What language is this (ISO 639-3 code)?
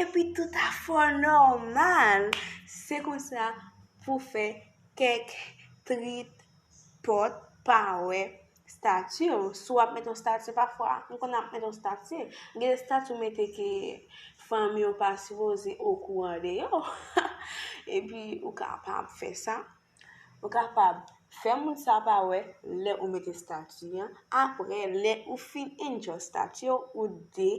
hat